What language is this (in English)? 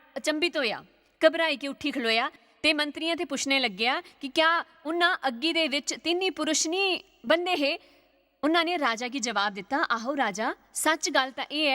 Dogri